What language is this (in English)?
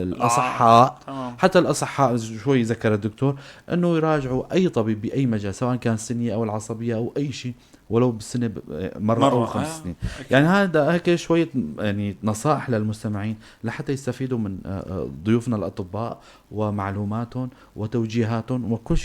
North Levantine Arabic